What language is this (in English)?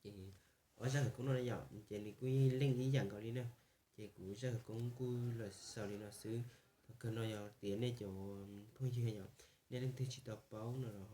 Hmong